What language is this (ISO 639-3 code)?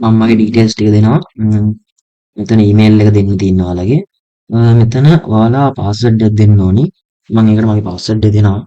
sin